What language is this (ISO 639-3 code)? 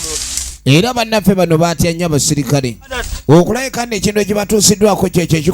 lug